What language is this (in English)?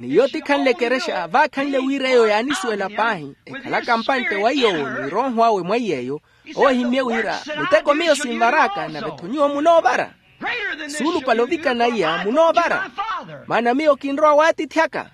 Makhuwa